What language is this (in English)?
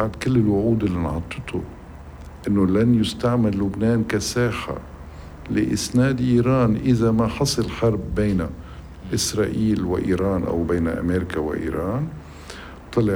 North Levantine Arabic